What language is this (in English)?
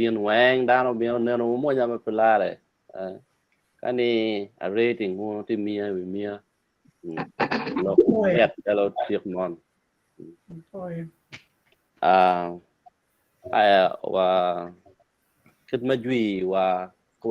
Acoli